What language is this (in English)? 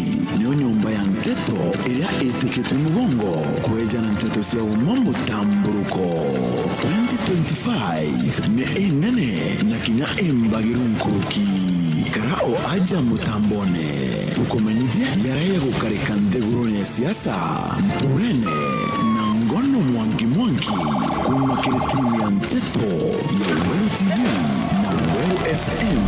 Meru